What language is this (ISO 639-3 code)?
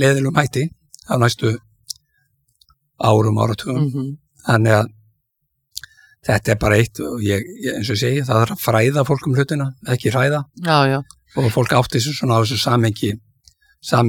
isl